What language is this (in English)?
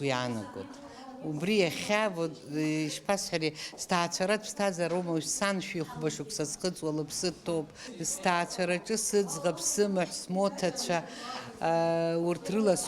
Abkhazian